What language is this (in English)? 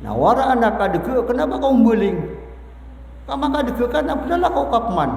Maranao